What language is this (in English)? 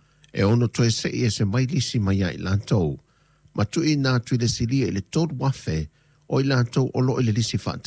Samoan